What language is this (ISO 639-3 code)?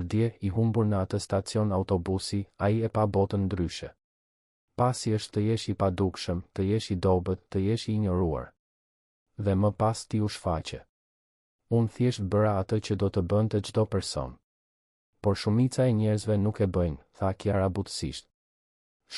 sqi